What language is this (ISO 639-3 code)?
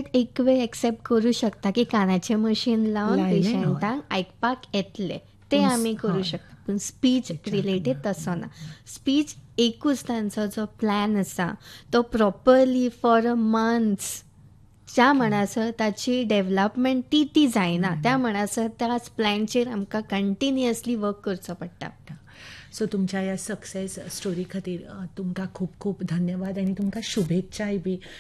kok